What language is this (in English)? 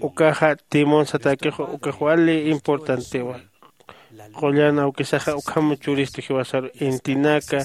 Aymara